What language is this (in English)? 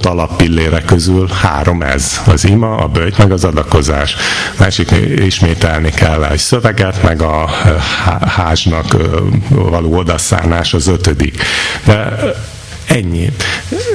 Hungarian